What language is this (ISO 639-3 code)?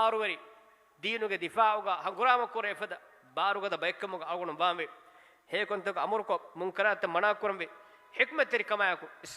div